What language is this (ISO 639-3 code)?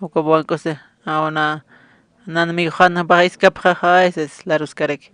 aym